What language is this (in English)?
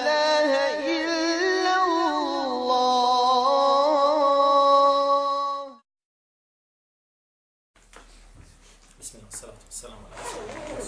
Bosnian